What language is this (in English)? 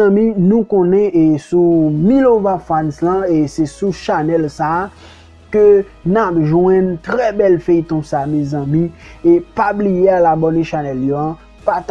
Haitian Creole